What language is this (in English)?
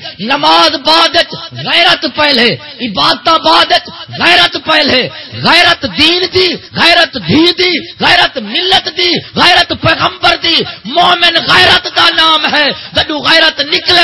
Saraiki